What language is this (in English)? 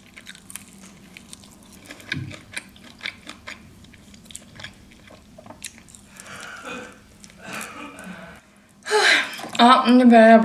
Swedish